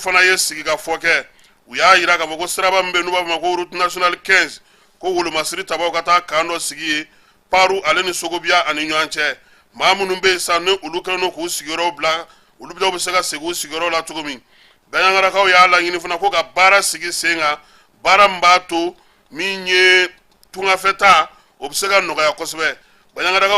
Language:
Bambara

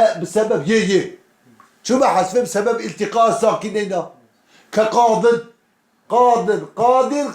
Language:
Kurdish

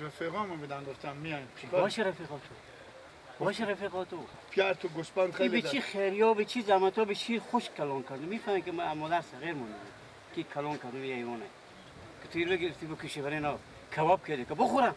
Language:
Persian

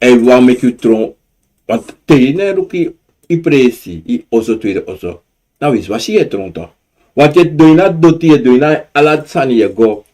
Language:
Sranan Tongo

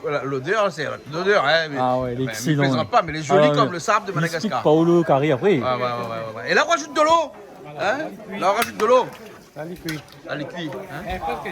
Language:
Réunion Creole French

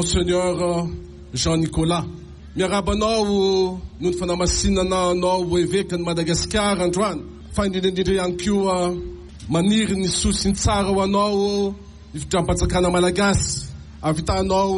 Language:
Malagasy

